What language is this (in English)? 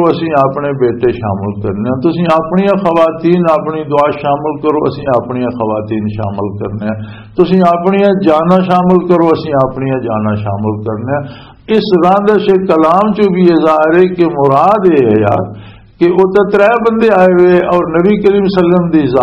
Western Panjabi